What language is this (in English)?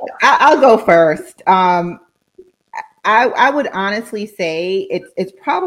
English